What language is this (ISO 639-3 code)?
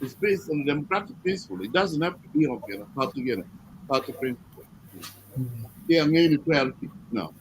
ach